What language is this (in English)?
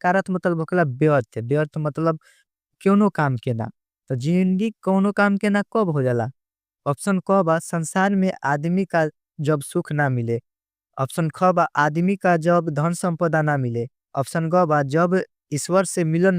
Bhojpuri